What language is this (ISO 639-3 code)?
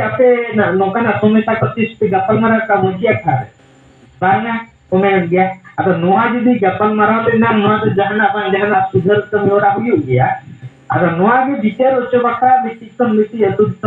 sat